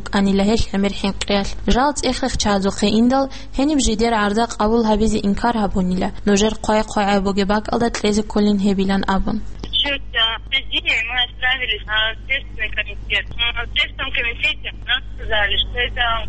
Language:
Avaric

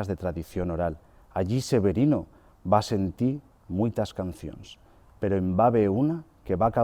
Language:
Aragonese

